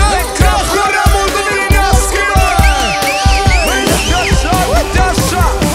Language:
Romanian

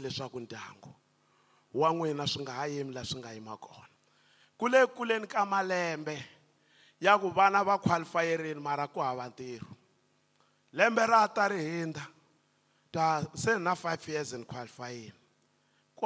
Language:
Tsonga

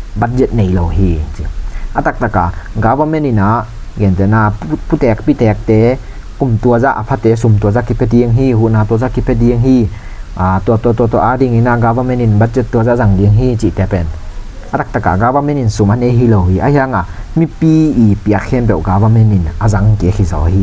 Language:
Tedim Chin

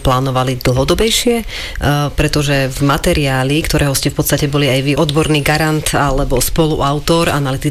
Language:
Slovak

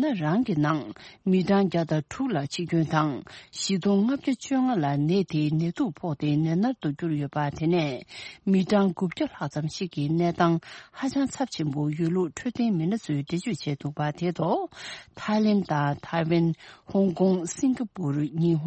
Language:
Tibetan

